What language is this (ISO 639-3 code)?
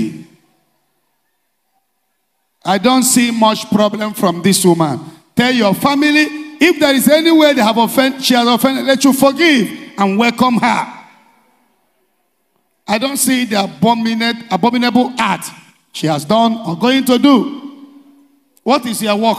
eng